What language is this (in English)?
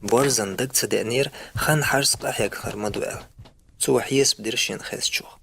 Chechen